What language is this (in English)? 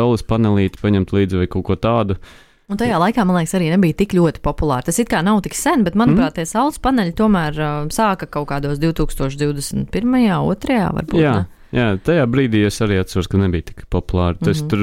Latvian